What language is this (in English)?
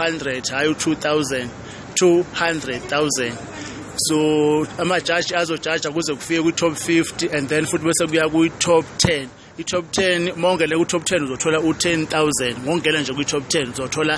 Zulu